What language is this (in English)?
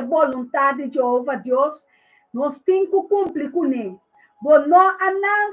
Papiamento